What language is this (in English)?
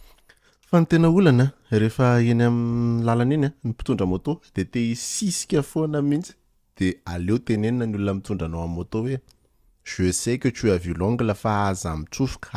Malagasy